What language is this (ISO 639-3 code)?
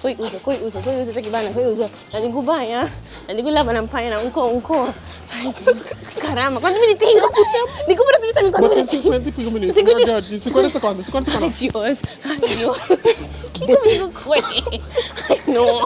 pap